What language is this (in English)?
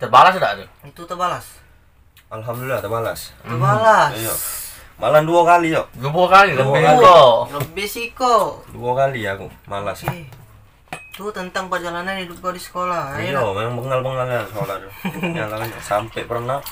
Musi